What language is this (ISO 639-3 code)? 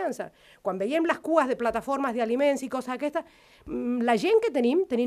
cat